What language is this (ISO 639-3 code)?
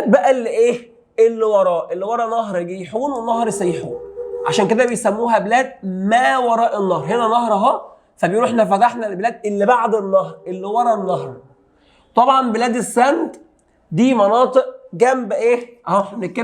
arz